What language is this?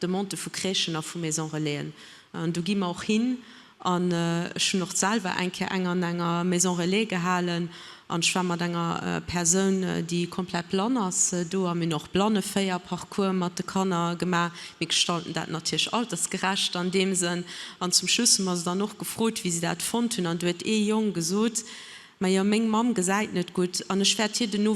Luxembourgish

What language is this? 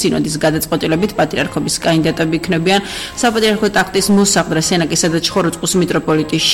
Georgian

